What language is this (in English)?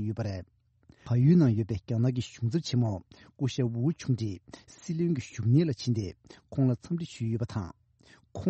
Tibetan